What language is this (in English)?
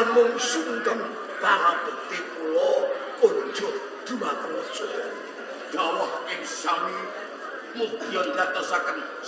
Javanese